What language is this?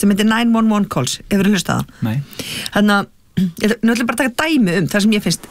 Icelandic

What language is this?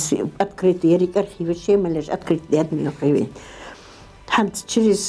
Ingush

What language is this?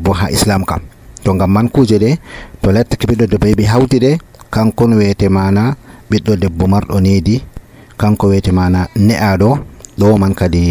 Nigerian Fulfulde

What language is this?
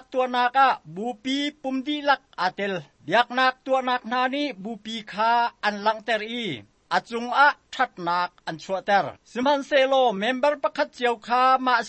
Hakha Chin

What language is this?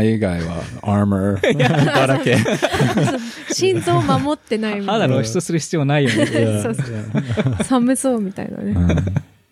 Japanese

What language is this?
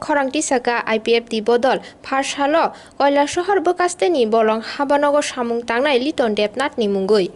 Kok Borok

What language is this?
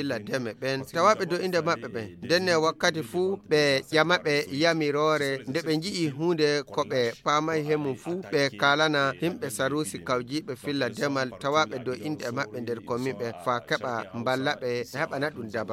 Fula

